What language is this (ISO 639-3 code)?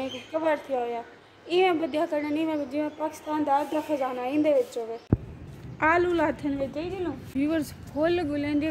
skr